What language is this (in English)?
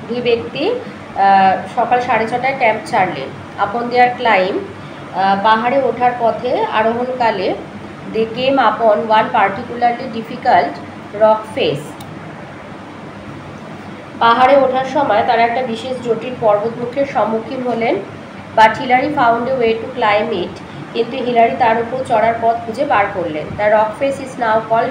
Bangla